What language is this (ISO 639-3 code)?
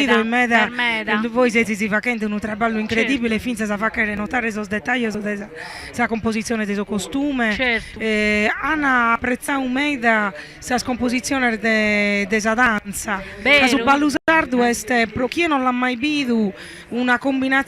srd